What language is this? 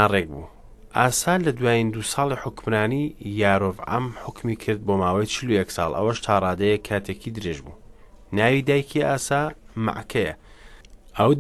Central Kurdish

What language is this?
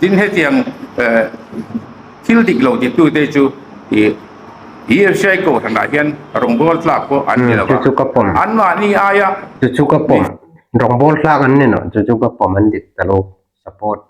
Hmar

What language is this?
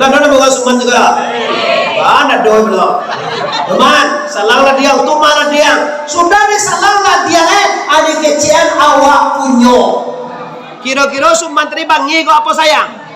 Minangkabau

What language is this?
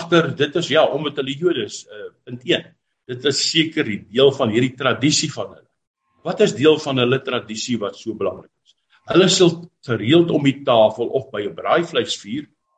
Afrikaans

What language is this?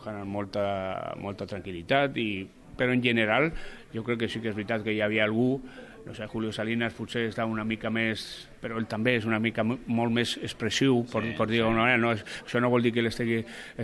Catalan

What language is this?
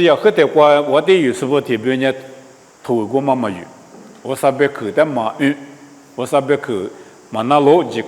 Lisu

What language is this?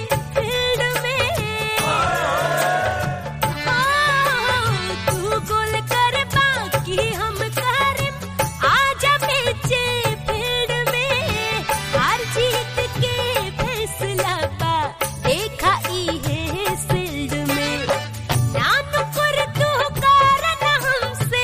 Bhojpuri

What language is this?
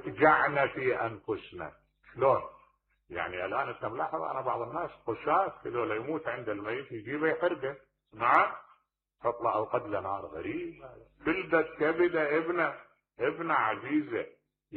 Mesopotamian Arabic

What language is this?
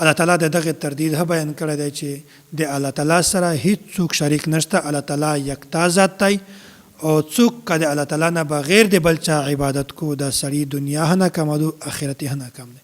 Pashto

